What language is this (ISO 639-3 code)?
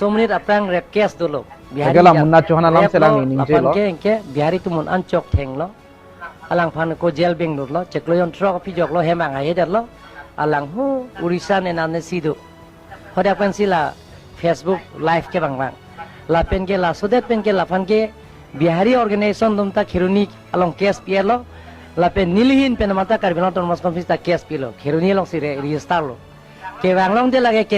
mjw